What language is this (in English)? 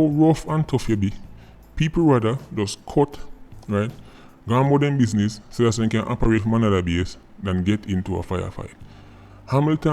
Jamaican Creole English